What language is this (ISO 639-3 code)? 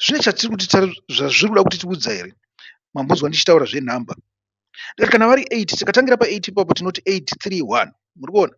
sna